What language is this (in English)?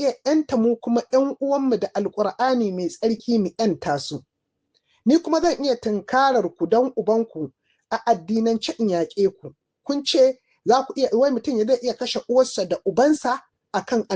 Hausa